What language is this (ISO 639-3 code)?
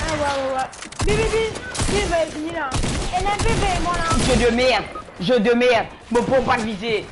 mfe